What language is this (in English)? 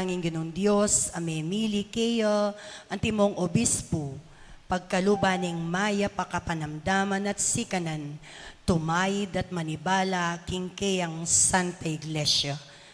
Pampanga